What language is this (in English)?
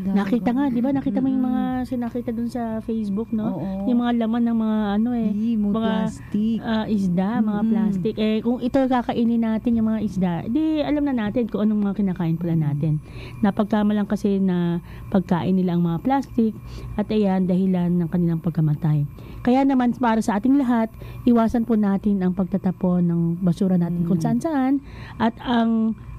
Filipino